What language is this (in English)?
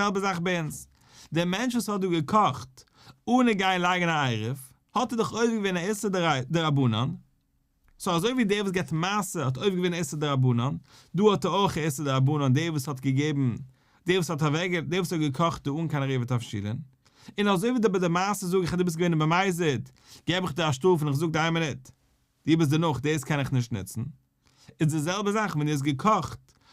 Yiddish